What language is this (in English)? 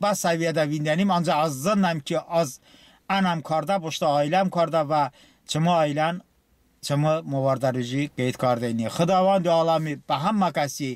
Talysh